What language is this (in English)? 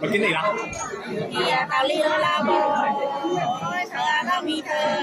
Nung (Viet Nam)